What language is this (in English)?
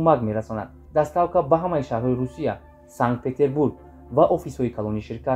Tajik